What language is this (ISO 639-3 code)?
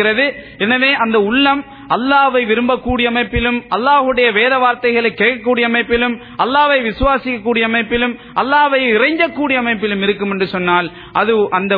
tam